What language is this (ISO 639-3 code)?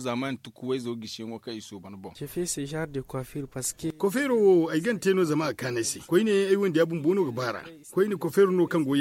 dje